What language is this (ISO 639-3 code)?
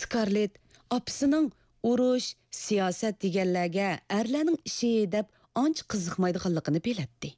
uig